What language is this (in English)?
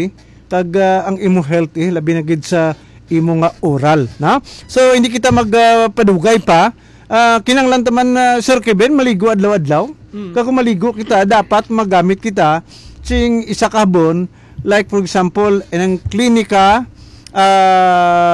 Hiligaynon